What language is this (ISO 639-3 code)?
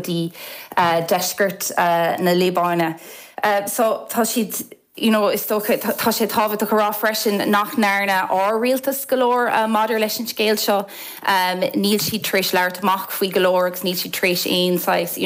gle